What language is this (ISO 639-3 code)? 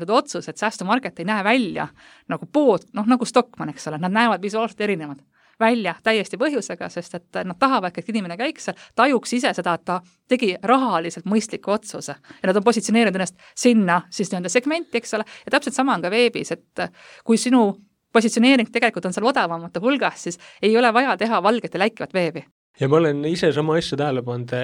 est